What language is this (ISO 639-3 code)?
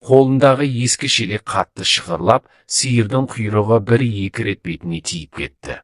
kaz